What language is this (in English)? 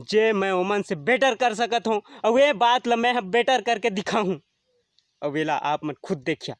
Chhattisgarhi